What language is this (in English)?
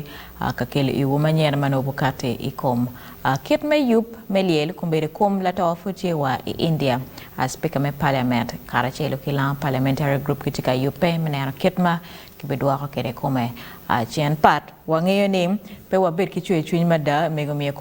Acoli